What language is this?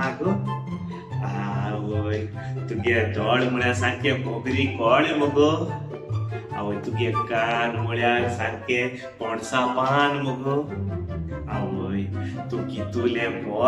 Konkani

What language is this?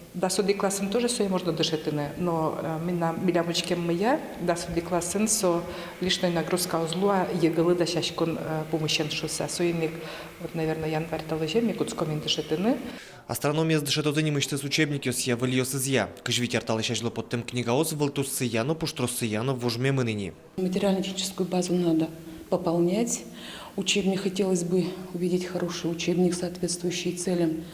Udmurt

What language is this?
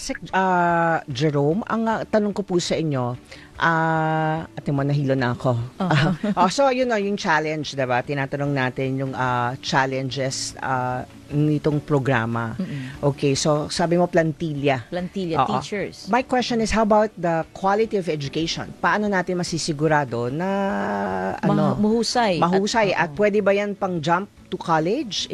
Filipino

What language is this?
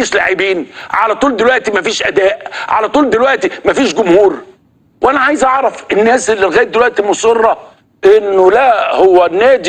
Egyptian Arabic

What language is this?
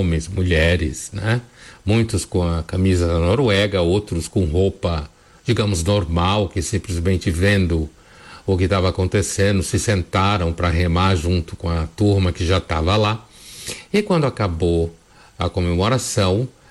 Portuguese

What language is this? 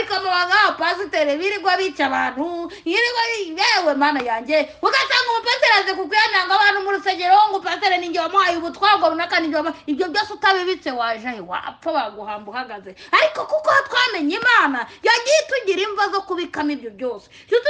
Kinyarwanda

